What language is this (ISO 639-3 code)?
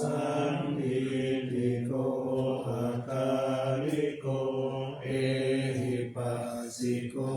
pli